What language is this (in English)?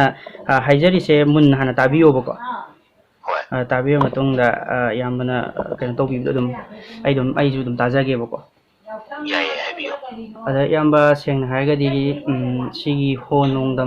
Manipuri